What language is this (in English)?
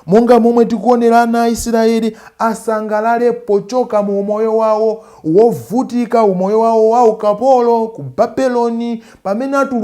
Nyanja